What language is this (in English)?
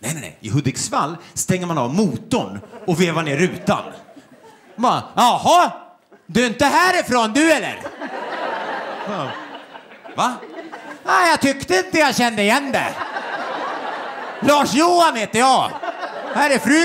Swedish